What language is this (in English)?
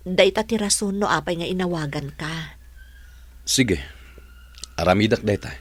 Iloko